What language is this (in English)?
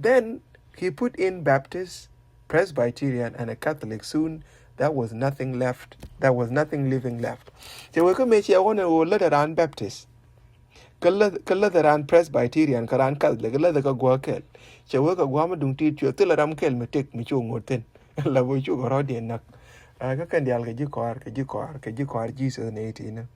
Nuer